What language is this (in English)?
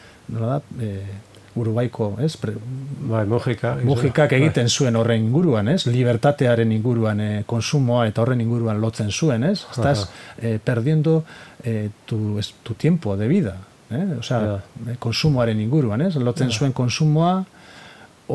Basque